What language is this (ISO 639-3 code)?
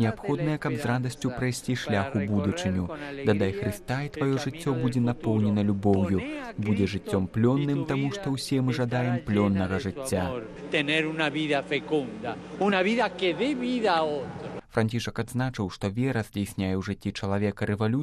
bel